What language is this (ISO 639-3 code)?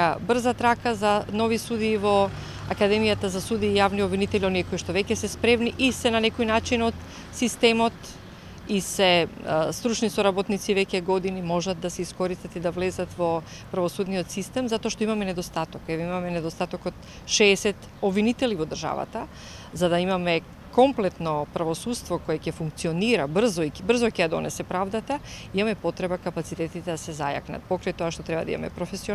mkd